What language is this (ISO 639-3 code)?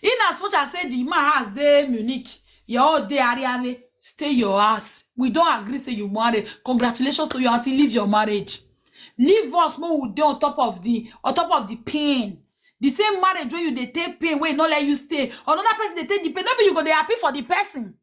pcm